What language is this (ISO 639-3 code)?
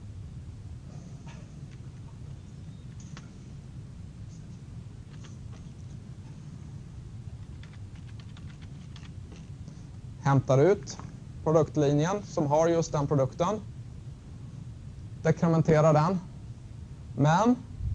swe